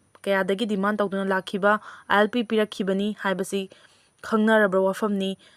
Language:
Manipuri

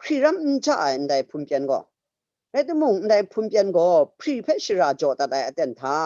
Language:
Kachin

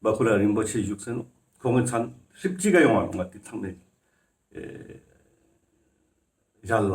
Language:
Ladakhi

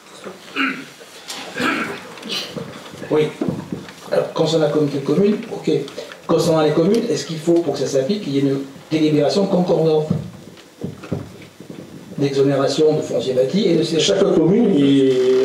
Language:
French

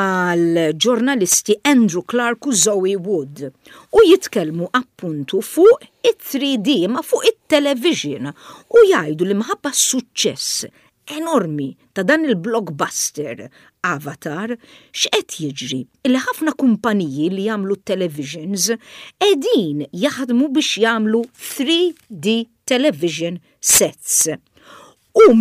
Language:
Maltese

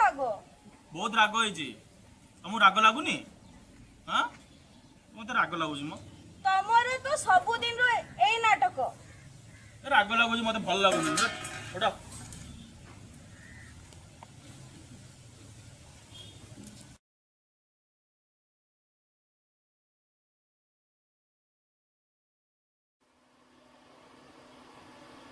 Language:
Odia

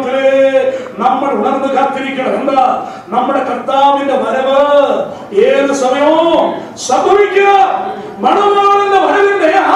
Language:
Malayalam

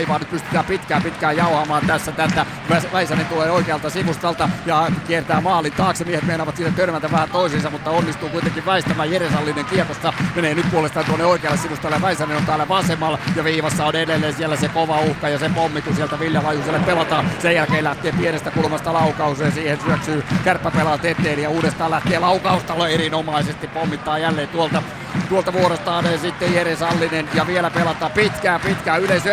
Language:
Finnish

